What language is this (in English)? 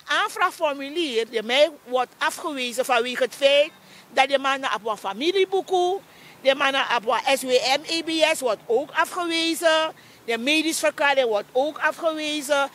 Sranan Tongo